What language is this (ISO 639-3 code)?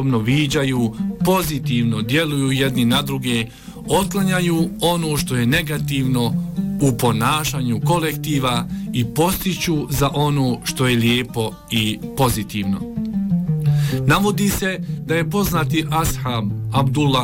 bos